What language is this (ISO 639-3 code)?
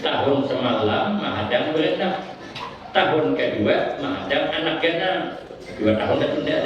bjn